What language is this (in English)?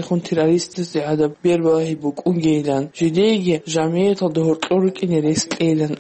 Avaric